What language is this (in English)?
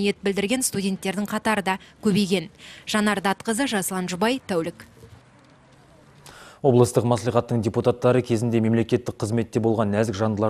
Kazakh